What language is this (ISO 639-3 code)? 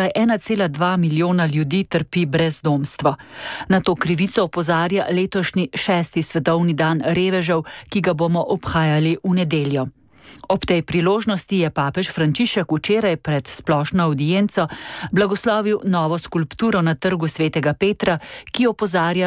slv